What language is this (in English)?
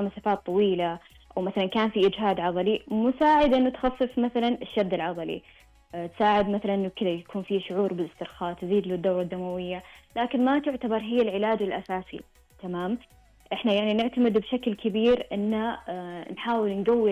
Najdi Arabic